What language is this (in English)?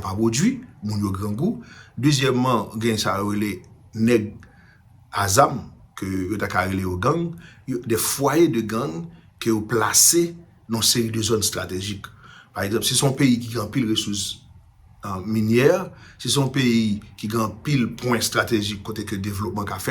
Haitian Creole